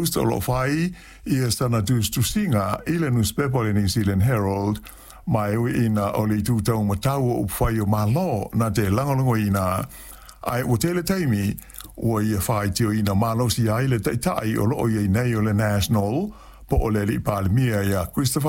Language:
Samoan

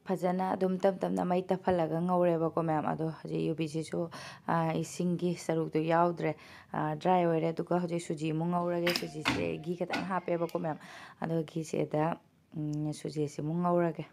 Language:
Manipuri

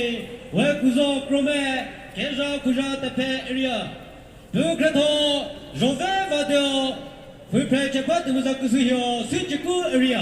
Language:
Chokri Naga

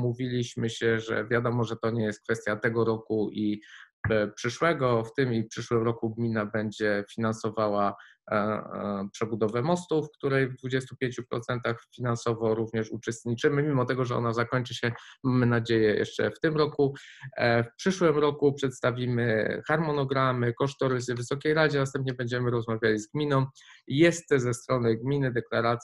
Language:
Polish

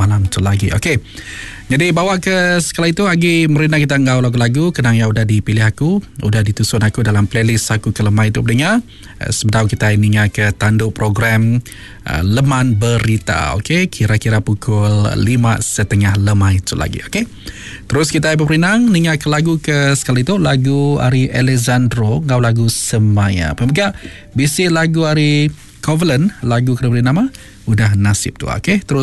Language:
Iban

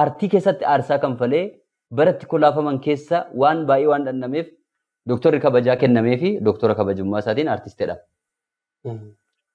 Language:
Oromo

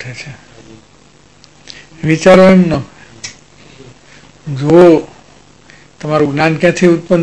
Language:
Gujarati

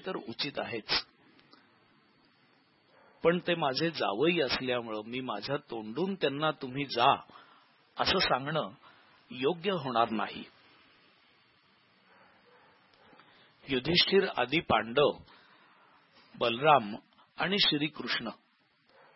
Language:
Marathi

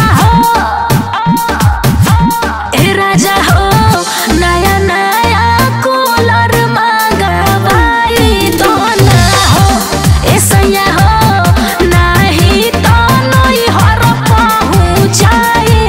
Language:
Bhojpuri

